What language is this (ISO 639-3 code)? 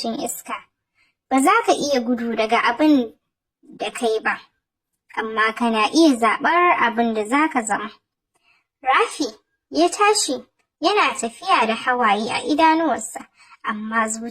hau